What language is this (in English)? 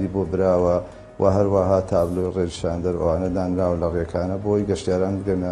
Central Kurdish